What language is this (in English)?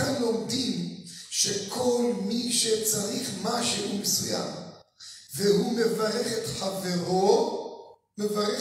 Hebrew